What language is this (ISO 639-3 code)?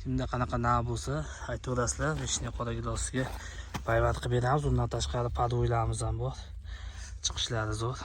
uzb